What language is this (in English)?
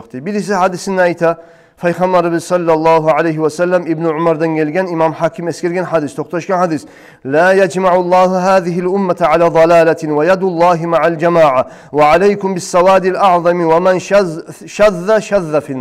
Kumyk